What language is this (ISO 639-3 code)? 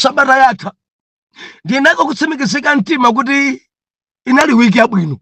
nya